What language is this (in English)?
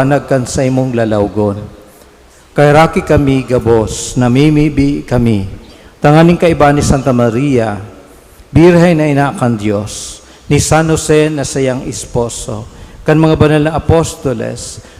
Bikol